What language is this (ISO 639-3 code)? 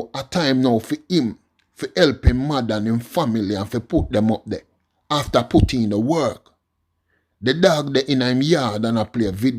jam